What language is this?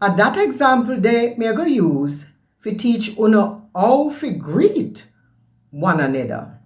Jamaican Creole English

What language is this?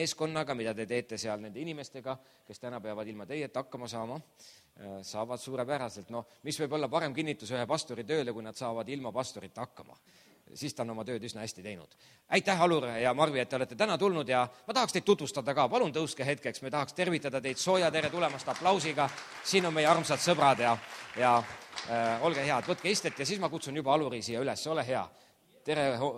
Estonian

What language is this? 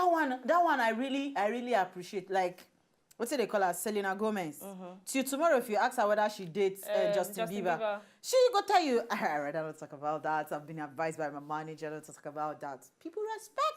Nigerian Pidgin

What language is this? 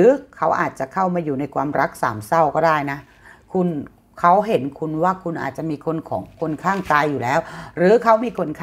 Thai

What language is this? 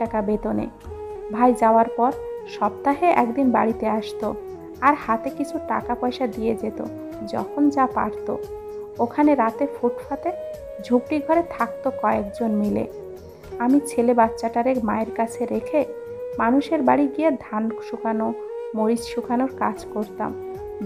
Bangla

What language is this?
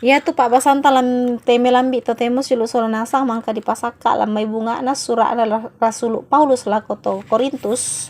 Toraja-Sa'dan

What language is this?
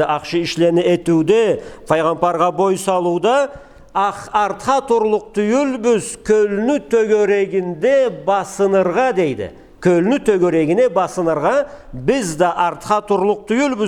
Karachay-Balkar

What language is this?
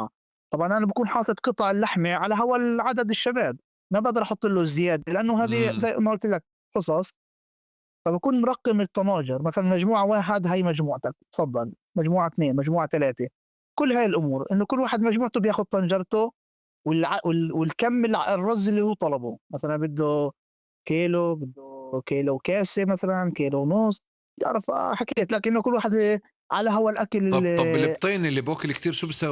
North Levantine Arabic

